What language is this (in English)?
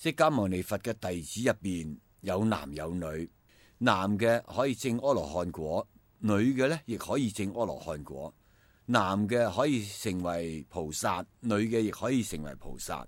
Cantonese